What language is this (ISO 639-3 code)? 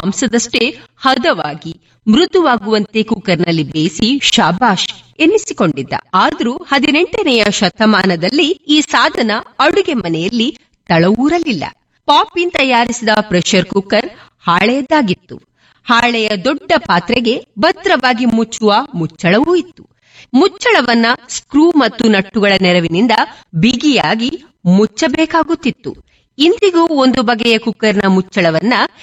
kan